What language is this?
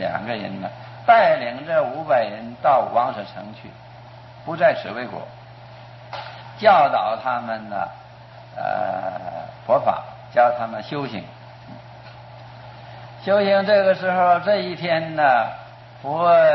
Chinese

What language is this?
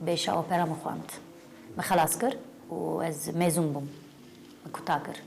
Kurdish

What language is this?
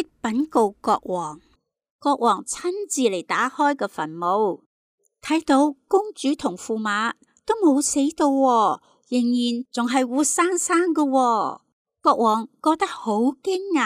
Cantonese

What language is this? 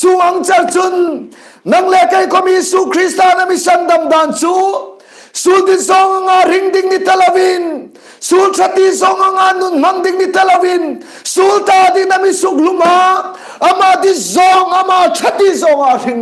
Hmar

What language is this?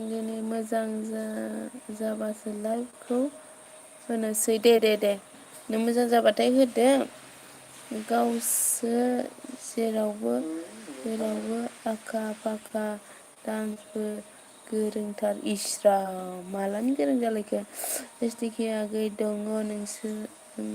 Bodo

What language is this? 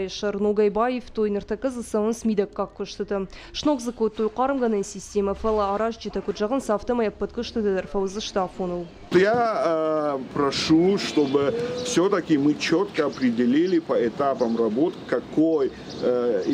Ossetic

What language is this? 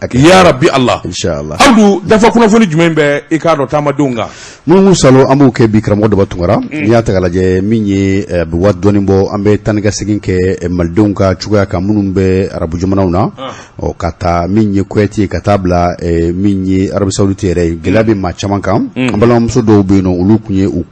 Bambara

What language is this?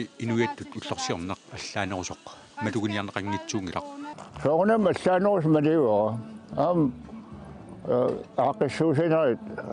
Kalaallisut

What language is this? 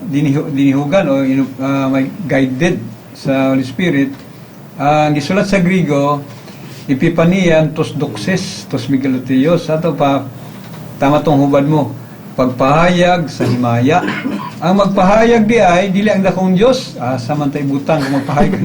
Cebuano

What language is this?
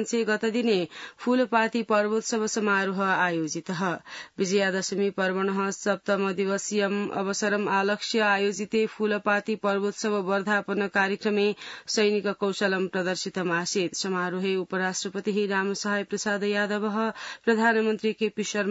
Sanskrit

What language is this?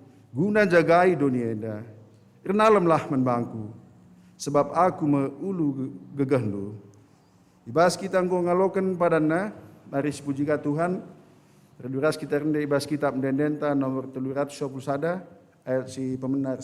Batak Karo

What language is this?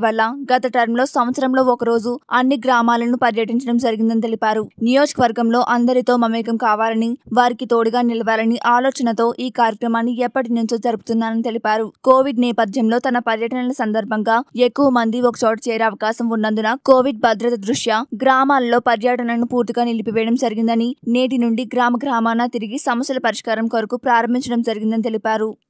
Telugu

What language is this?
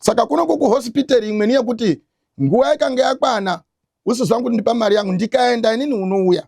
Shona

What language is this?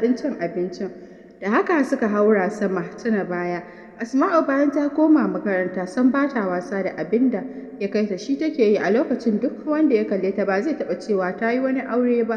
Hausa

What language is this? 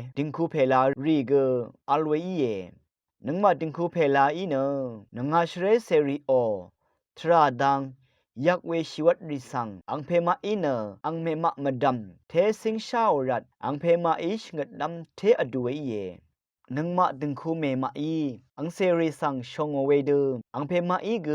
Rawang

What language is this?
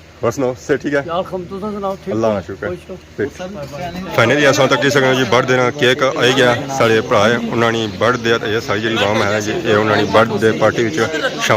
Pahari-Potwari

